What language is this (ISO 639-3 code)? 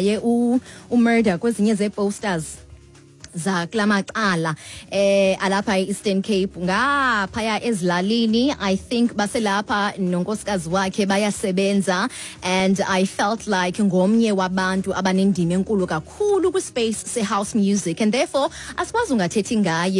xho